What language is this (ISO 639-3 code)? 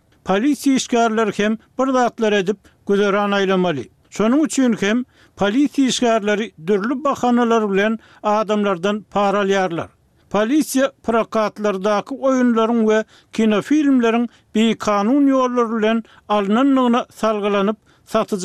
tuk